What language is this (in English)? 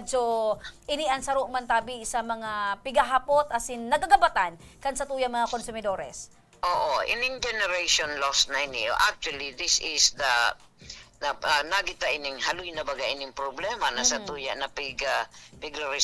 Bikol